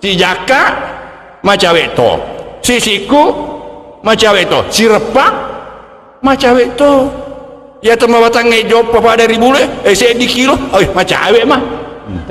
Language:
Buginese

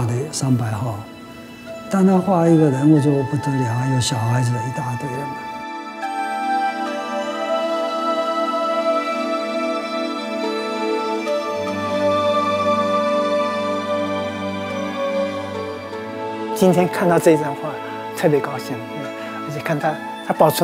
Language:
Chinese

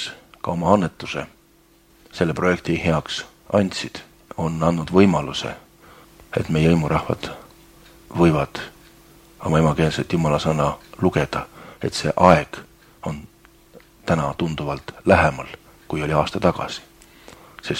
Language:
Estonian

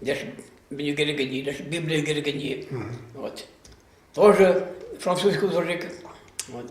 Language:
Chuvash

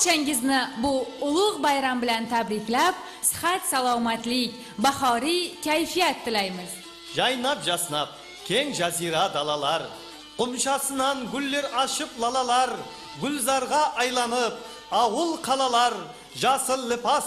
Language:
Kara-Kalpak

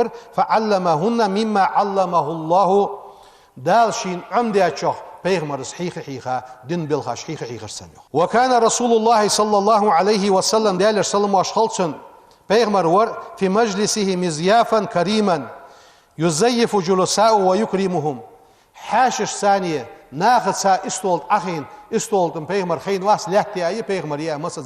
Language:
Ingush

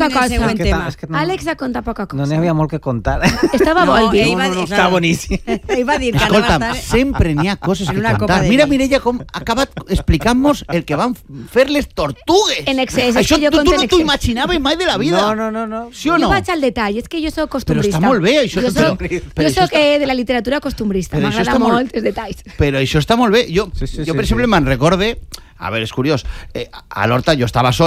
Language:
Catalan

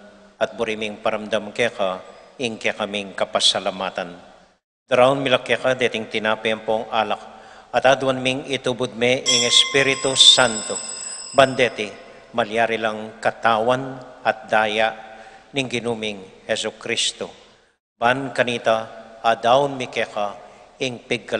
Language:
Pampanga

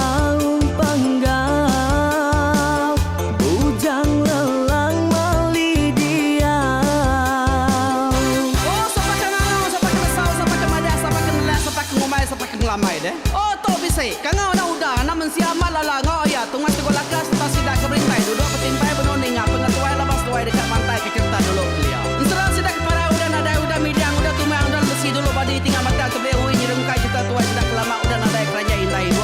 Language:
Iban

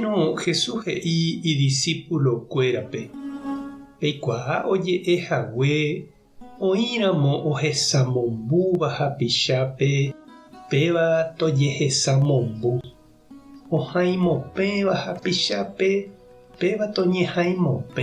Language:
Guarani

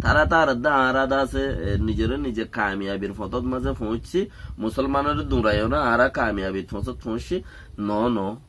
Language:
Rohingya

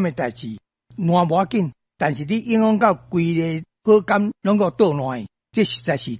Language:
Min Nan Chinese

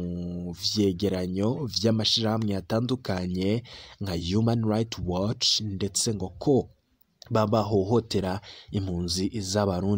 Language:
Rundi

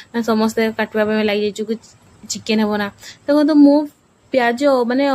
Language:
Odia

